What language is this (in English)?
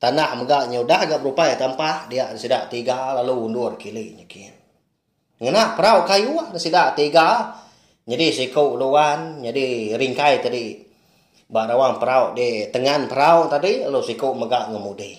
Iban